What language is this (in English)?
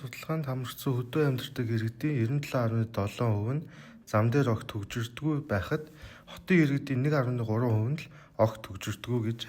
Mongolian